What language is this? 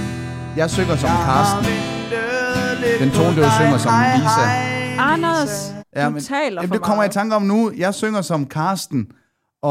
Danish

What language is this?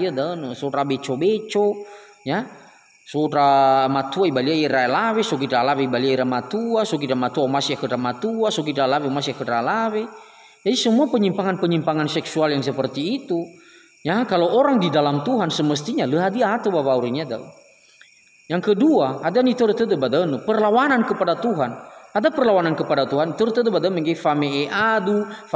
Nias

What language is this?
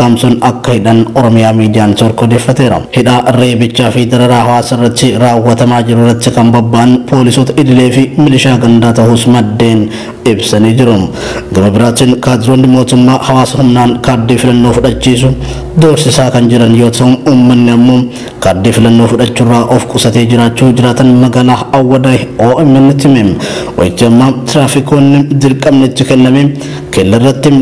Oromo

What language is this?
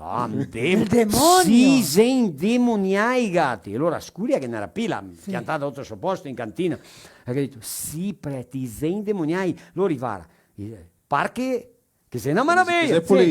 Venetian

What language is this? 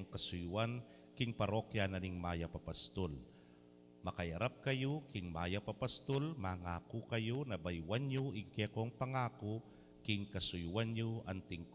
Pampanga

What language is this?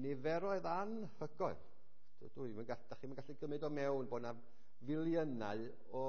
Welsh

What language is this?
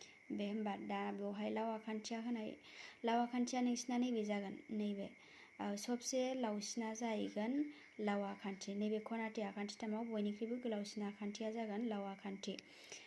Bodo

